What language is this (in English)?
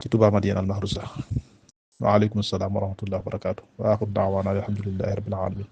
Wolof